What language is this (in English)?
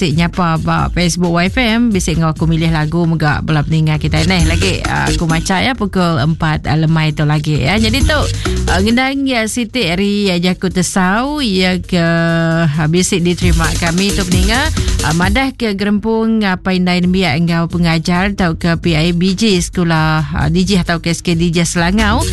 Iban